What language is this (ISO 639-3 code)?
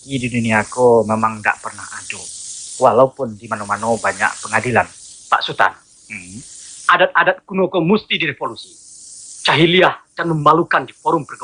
min